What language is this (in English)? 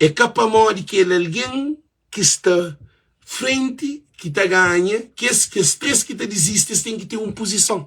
Kabuverdianu